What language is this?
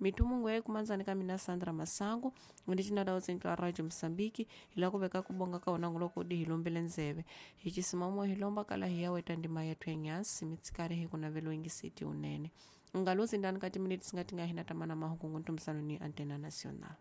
Tsonga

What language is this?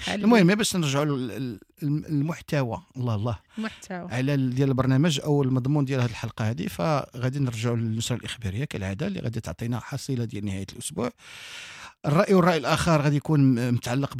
Moroccan Arabic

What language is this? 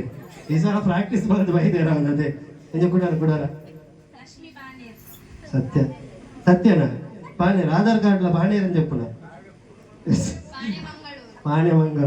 Tulu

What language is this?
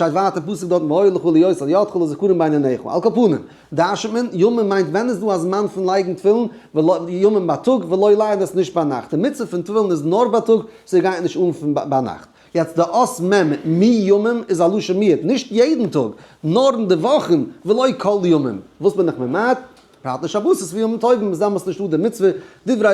Yiddish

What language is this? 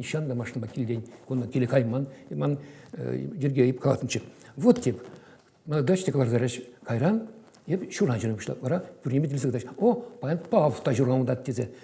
Chuvash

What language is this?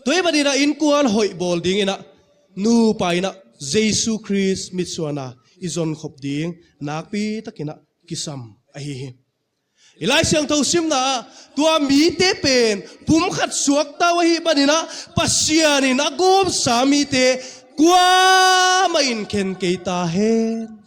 Tedim Chin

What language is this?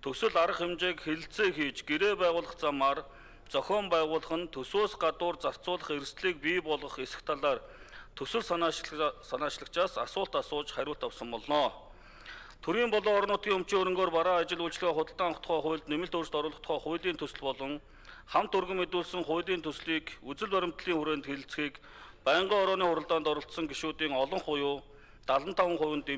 Mongolian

